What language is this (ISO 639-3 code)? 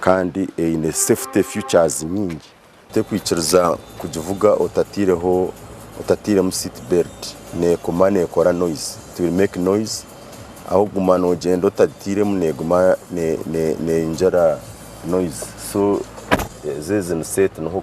nyn